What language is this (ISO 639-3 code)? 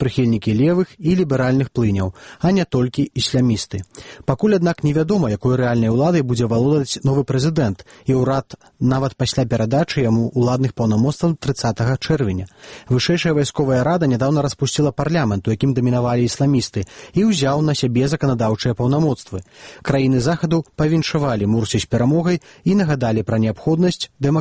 bel